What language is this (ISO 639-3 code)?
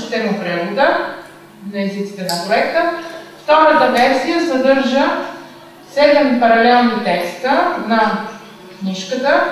bul